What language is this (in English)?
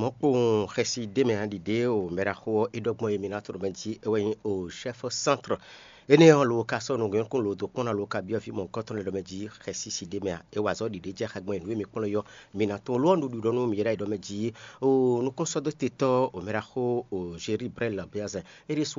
Fon